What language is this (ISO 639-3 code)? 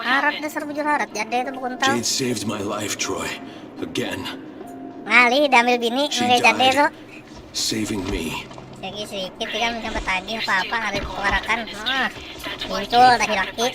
bjn